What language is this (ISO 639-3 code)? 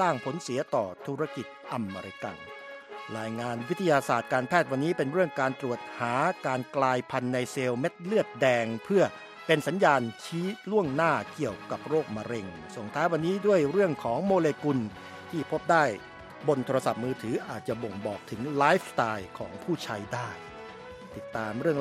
tha